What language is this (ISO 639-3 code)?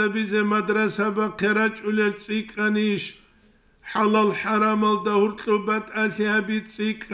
ava